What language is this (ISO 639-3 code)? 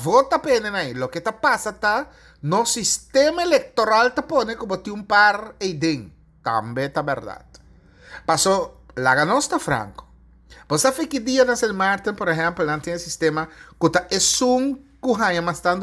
pap